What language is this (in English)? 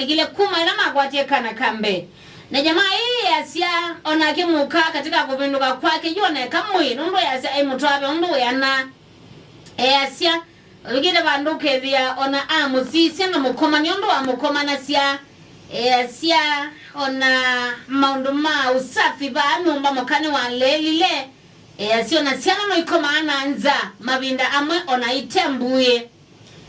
Kamba